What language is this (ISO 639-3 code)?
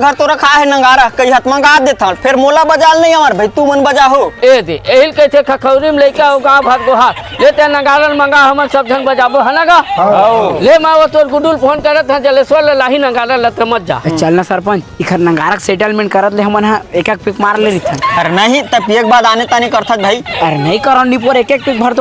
hne